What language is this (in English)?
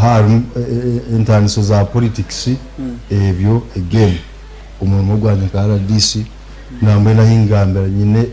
Nyankole